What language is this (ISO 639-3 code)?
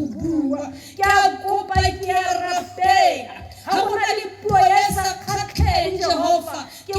tsn